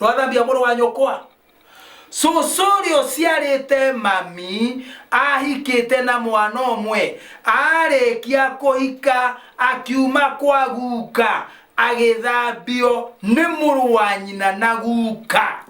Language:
Kikuyu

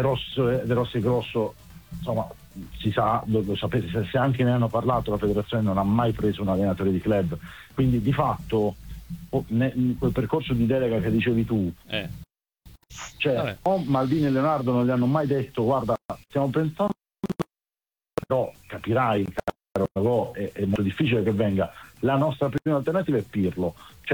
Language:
Italian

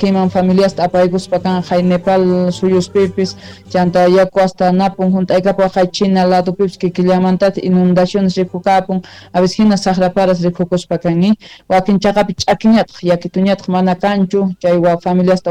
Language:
South Bolivian Quechua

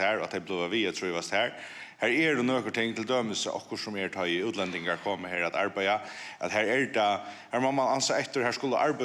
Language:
Faroese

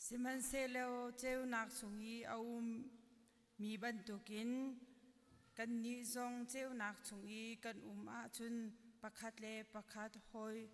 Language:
Hakha Chin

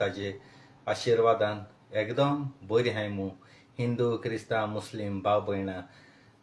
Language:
Konkani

